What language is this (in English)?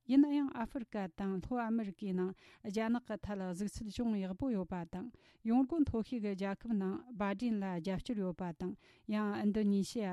Tibetan